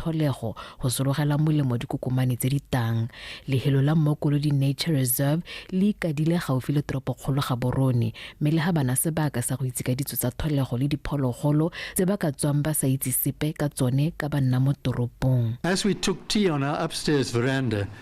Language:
Tswana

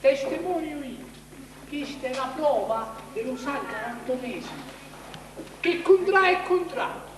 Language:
Sicilian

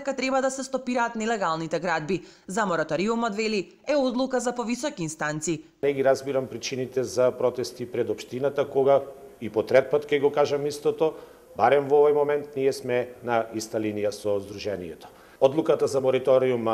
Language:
Macedonian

